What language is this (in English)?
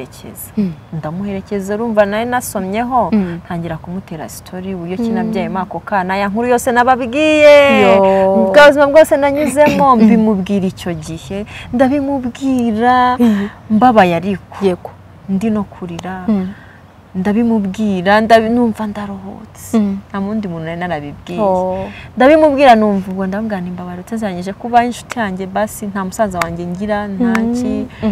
Kinyarwanda